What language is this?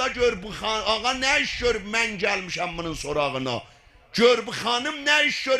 South Azerbaijani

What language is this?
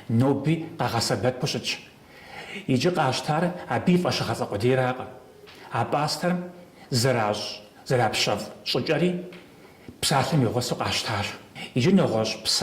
Kabardian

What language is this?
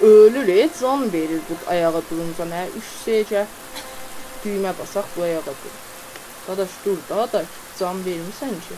South Azerbaijani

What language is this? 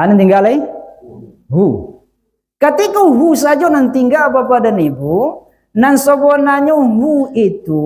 Minangkabau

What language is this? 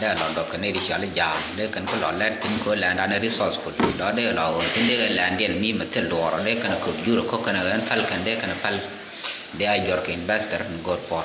Nuer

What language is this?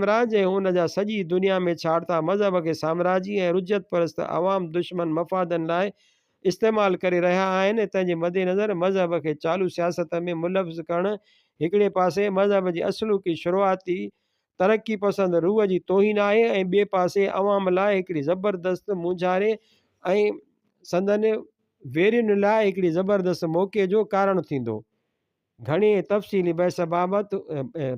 Sindhi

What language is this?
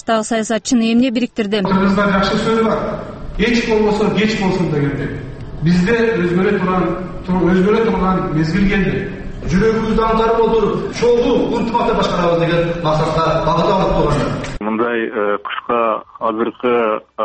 Kyrgyz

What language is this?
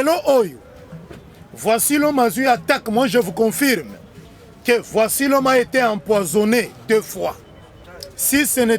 Lingala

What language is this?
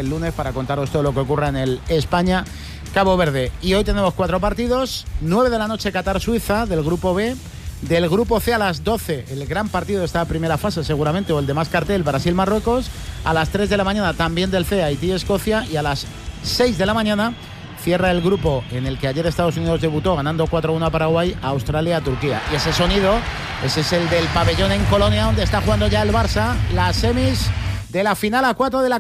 Spanish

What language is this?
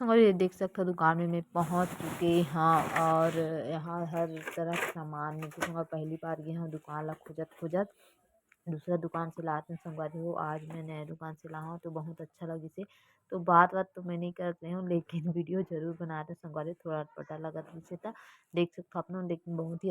Chhattisgarhi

